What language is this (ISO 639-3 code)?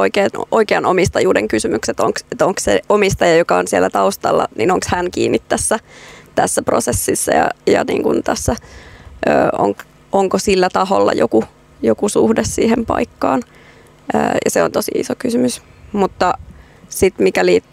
fin